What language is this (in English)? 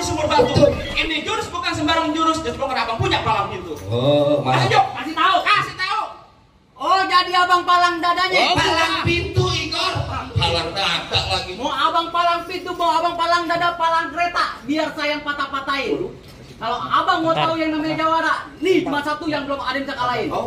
Betawi